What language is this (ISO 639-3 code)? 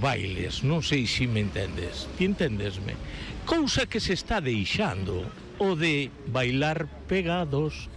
glg